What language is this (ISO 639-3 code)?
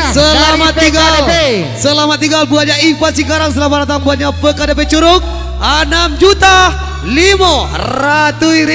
min